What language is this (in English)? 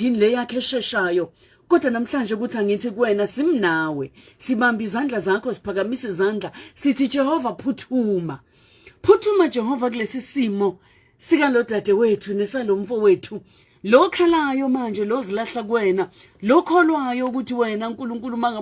Zulu